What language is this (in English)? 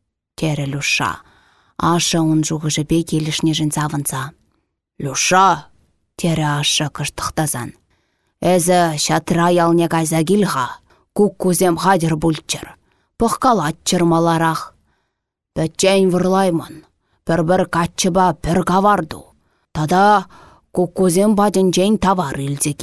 Chuvash